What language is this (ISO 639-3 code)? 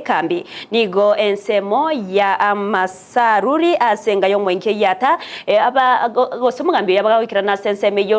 guz